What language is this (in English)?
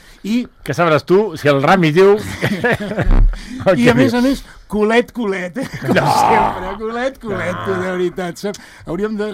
Catalan